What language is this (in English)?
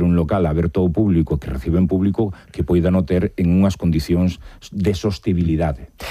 Galician